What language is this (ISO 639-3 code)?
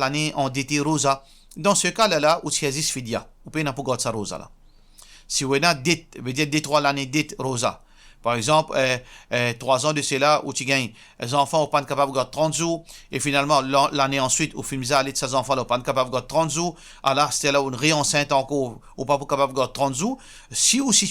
mfe